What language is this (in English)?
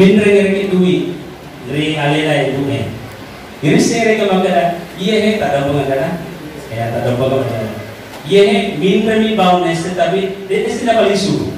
Buginese